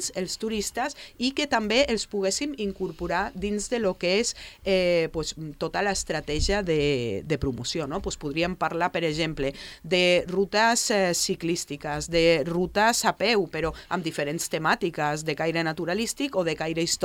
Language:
Catalan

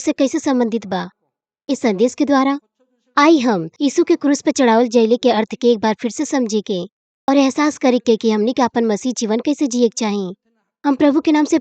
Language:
Bhojpuri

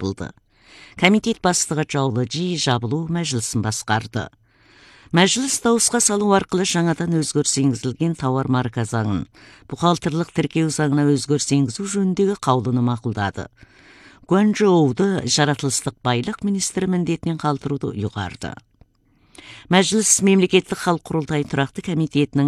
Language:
Kazakh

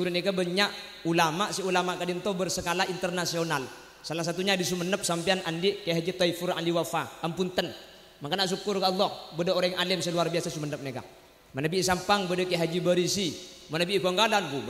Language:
Madurese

